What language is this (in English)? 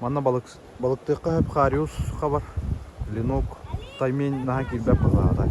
Yakut